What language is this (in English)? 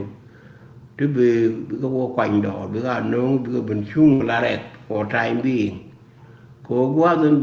Nuer